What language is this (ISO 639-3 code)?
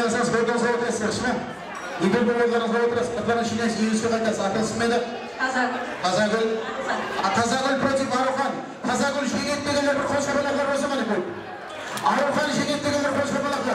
kaa